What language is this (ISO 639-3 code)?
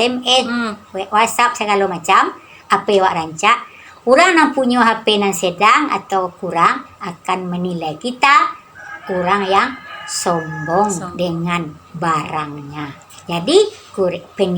min